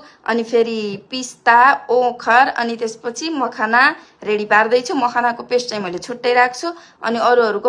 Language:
Nepali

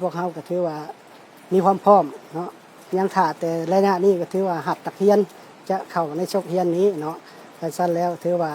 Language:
Lao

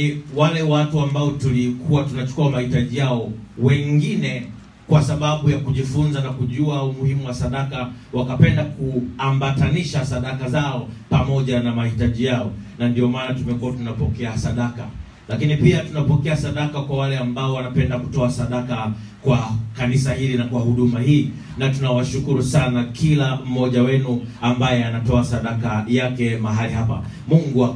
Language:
Swahili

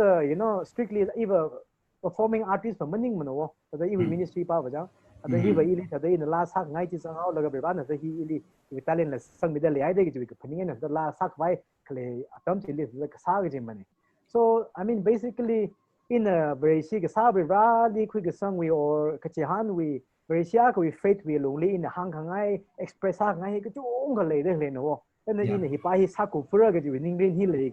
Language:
Tangkhul Naga (India)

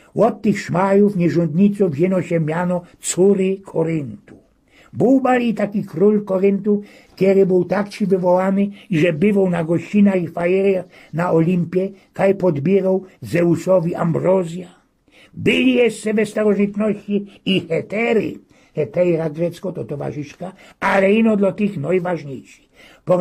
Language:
Silesian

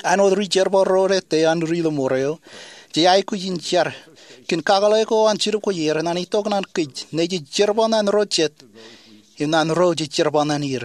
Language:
Marshallese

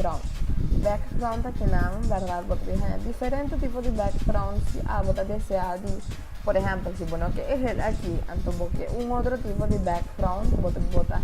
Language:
Papiamento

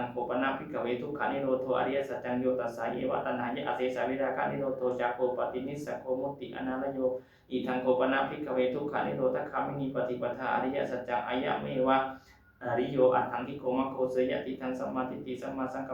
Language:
Pali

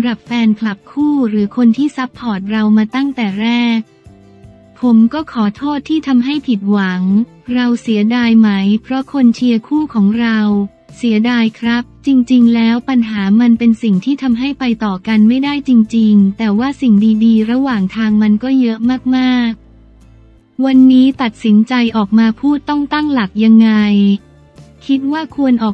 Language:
Thai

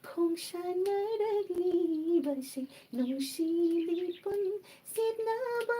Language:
Manipuri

